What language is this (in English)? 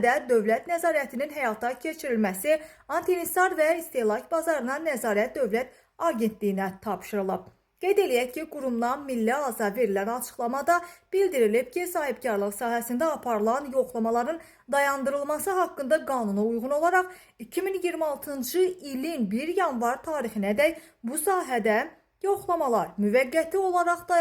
Azerbaijani